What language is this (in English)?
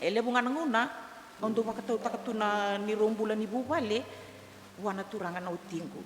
Fijian